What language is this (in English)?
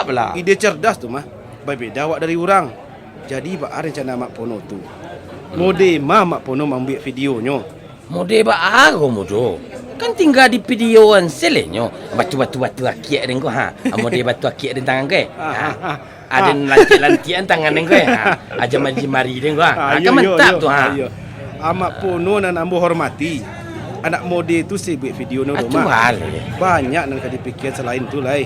Minangkabau